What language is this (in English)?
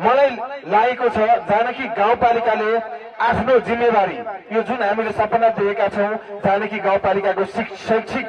Nepali